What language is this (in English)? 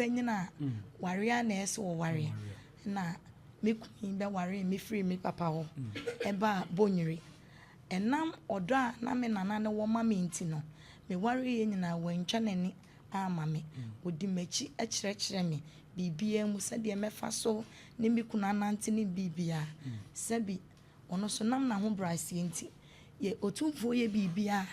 Akan